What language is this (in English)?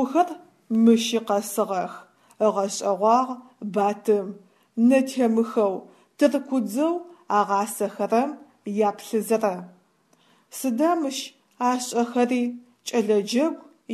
Adyghe